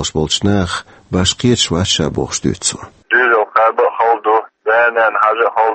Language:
Chechen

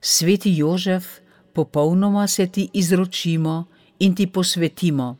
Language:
Slovenian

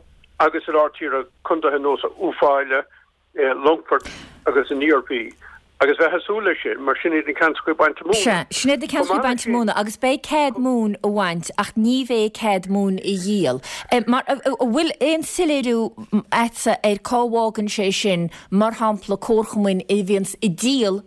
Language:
Irish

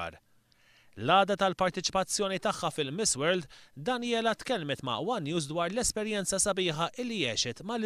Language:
Maltese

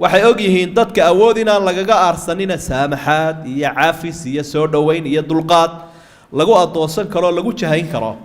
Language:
Somali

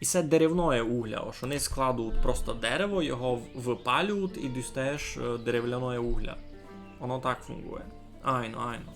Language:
Rusyn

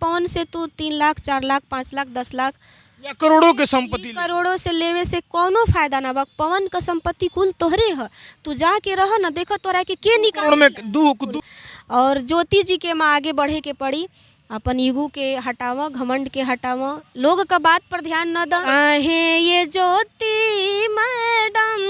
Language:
Bhojpuri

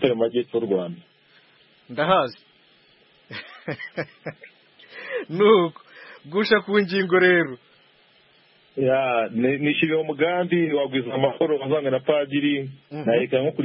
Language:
Kinyarwanda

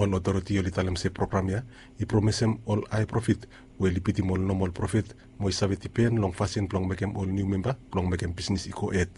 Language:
Bislama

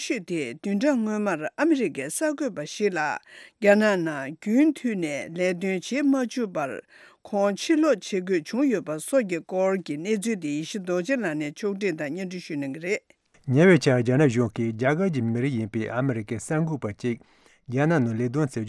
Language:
Tibetan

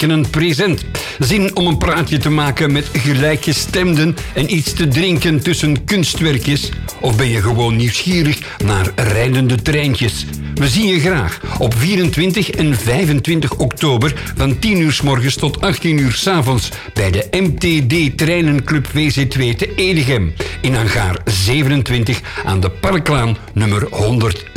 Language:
Dutch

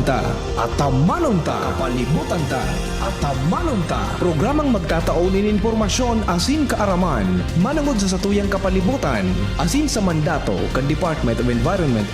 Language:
Bikol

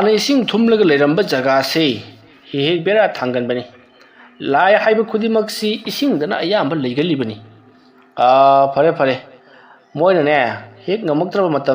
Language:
Manipuri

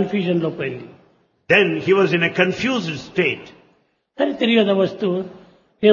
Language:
Telugu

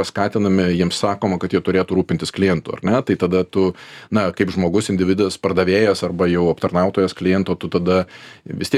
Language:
Lithuanian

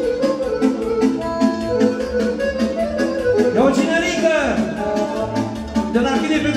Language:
Romanian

